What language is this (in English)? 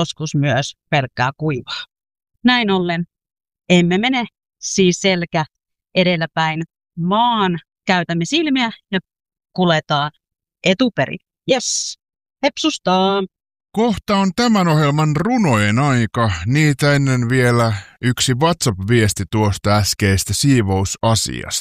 Finnish